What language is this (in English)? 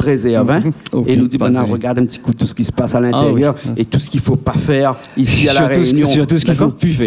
Réunion Creole French